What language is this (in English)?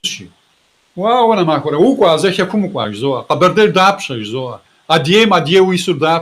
Kabardian